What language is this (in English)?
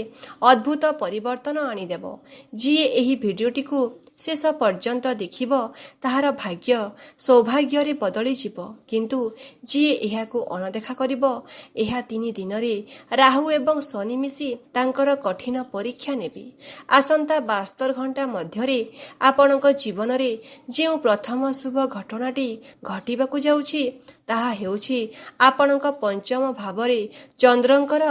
Odia